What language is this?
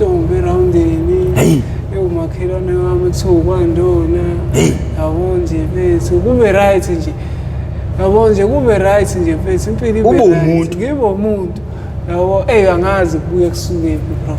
Zulu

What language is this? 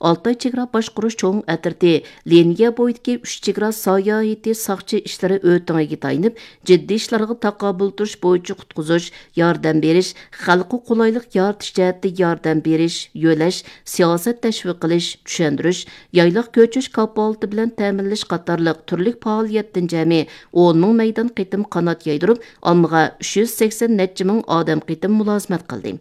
Uyghur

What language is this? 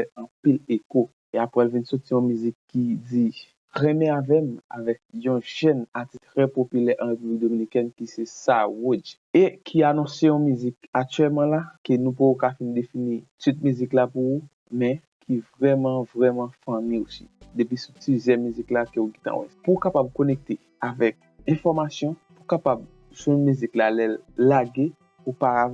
Haitian Creole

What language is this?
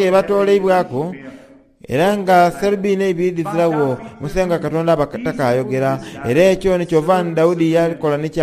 Soga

